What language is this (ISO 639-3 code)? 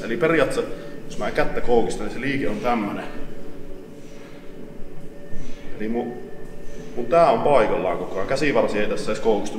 fin